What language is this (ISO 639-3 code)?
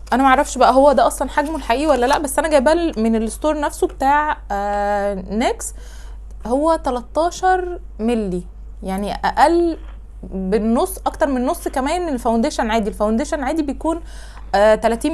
arz